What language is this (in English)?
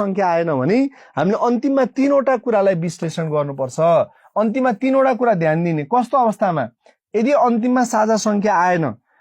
Nepali